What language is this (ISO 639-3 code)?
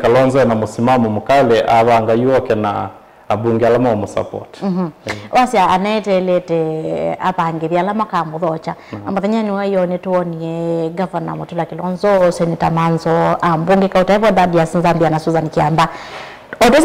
kam